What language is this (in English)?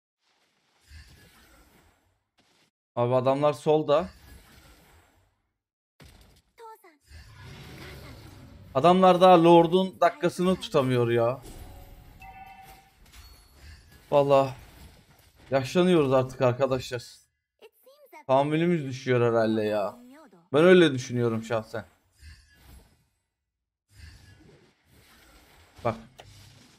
Turkish